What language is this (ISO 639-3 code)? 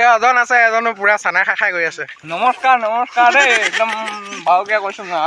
asm